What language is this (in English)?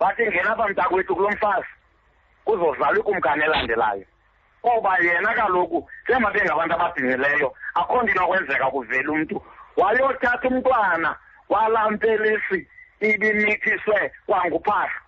Xhosa